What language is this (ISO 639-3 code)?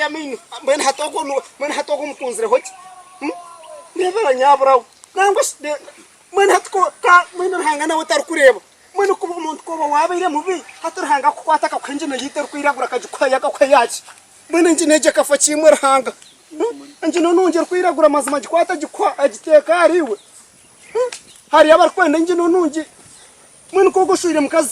nyn